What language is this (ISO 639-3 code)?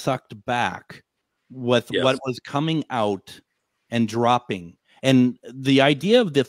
eng